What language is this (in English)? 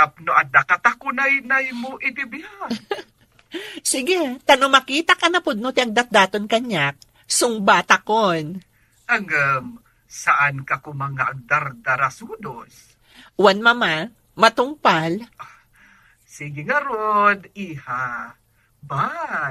Iloko